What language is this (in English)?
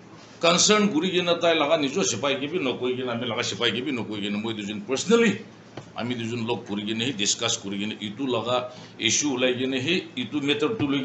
Naga Pidgin